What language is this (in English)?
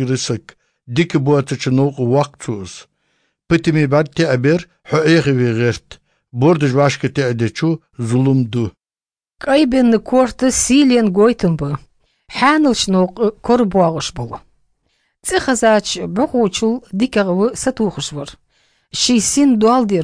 Chechen